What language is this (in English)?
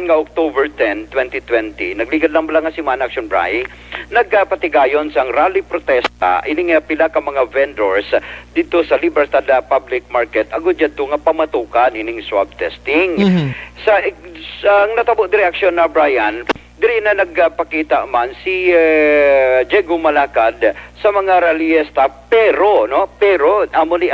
Hiligaynon